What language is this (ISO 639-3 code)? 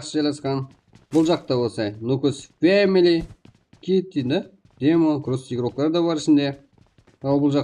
kaa